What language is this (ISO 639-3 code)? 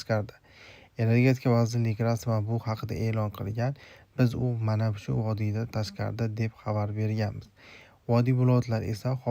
uzb